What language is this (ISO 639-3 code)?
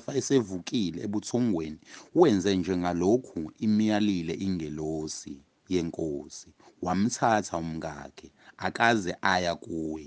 zul